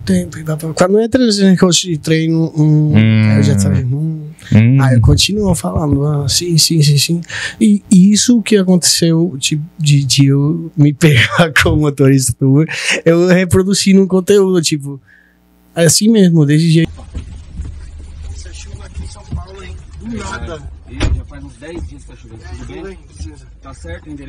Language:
Portuguese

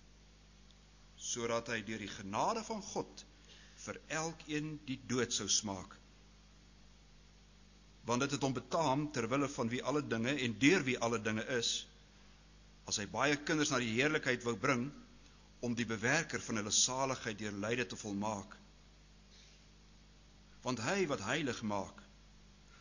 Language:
Afrikaans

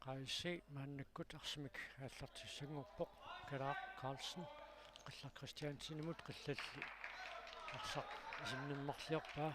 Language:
Kalaallisut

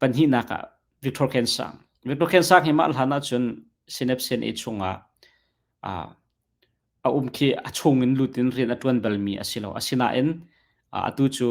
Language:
Hakha Chin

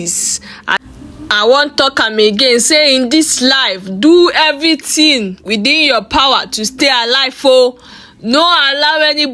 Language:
Nigerian Pidgin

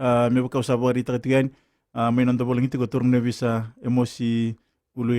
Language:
Fijian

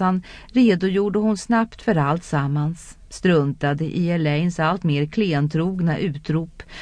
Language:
Swedish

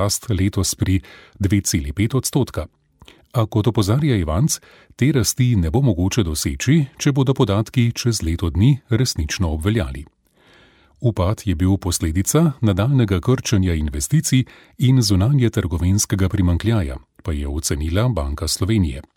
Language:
Slovenian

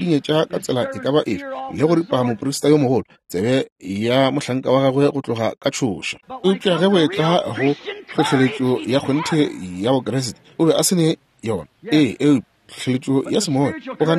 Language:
Northern Sotho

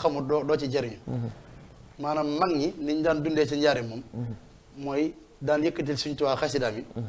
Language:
Wolof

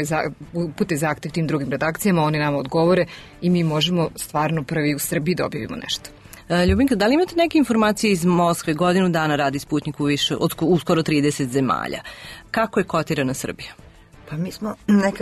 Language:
Serbian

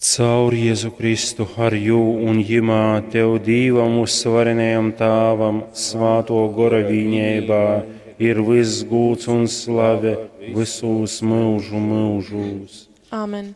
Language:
Latgalian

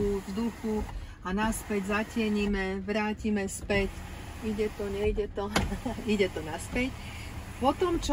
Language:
Slovak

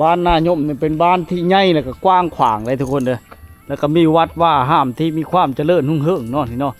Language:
Lao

